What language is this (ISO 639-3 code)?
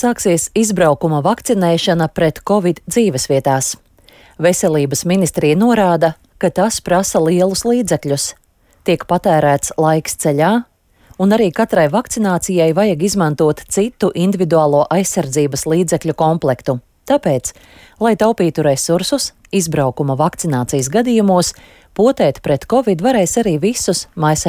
lav